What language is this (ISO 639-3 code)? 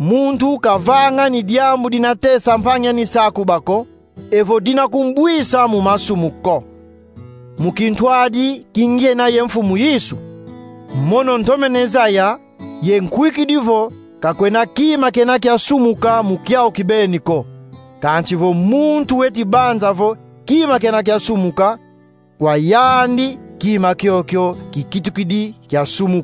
kon